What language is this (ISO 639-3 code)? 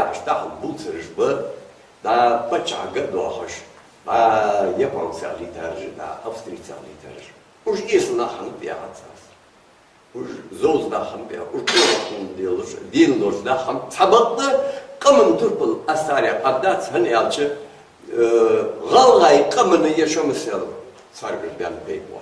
inh